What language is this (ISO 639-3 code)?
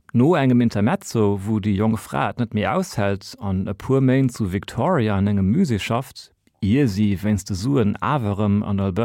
ltz